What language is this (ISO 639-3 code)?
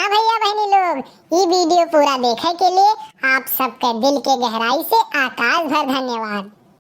awa